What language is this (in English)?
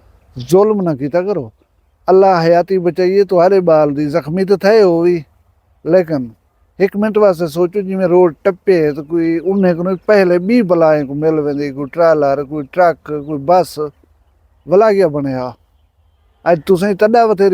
Saraiki